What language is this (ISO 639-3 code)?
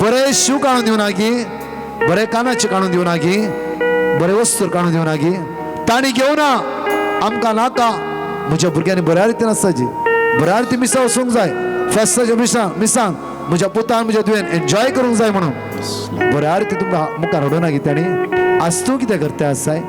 kok